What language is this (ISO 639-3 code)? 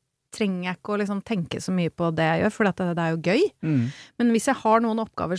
nor